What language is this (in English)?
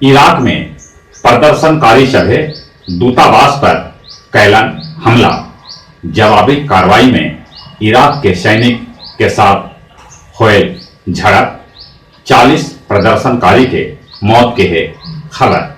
Magahi